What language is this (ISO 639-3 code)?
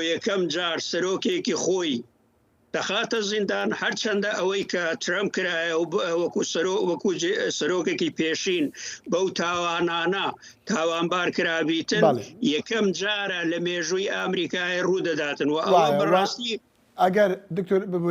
ckb